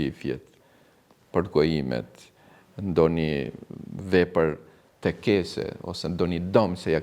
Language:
Albanian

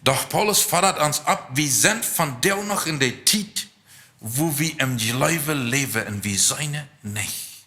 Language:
Plautdietsch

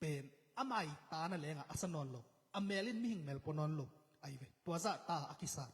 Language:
Tedim Chin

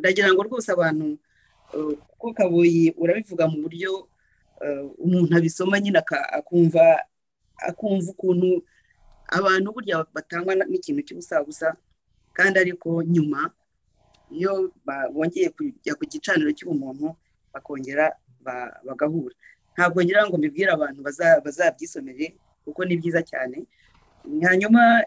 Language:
Kinyarwanda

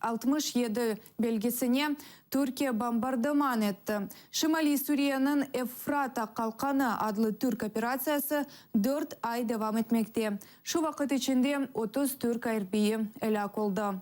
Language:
Crimean Tatar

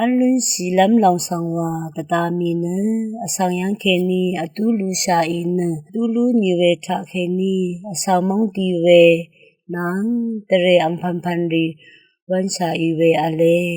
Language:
Rawang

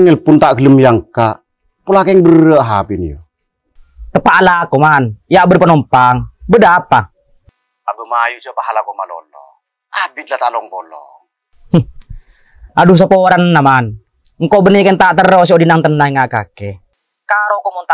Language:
Madurese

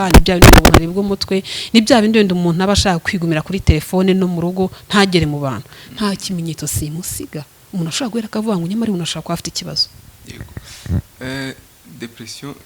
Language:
Kinyarwanda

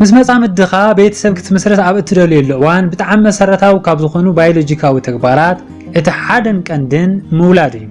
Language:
Tigrinya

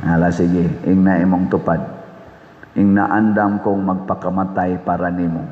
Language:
Cebuano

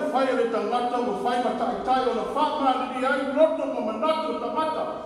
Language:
Samoan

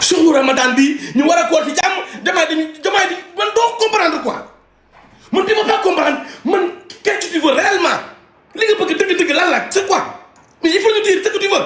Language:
Wolof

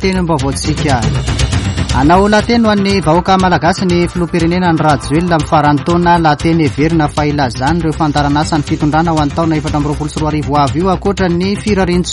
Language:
Malagasy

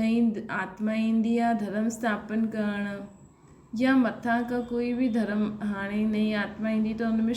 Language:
Sindhi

